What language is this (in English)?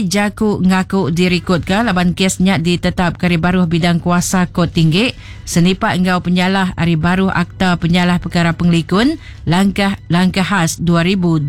Iban